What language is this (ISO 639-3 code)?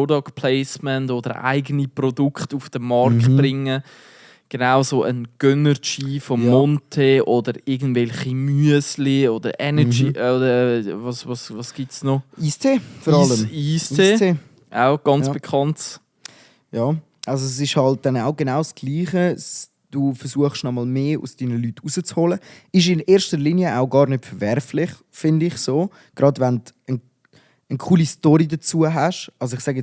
gsw